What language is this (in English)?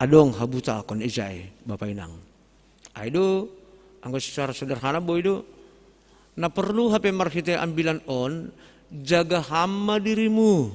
Batak Simalungun